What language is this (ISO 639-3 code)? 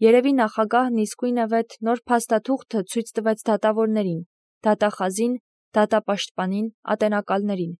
hye